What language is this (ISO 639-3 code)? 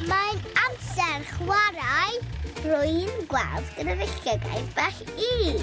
cym